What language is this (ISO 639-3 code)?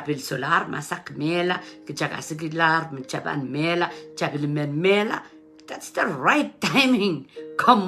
pon